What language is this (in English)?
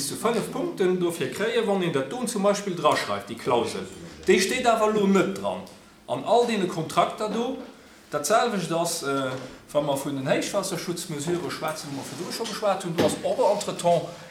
Luxembourgish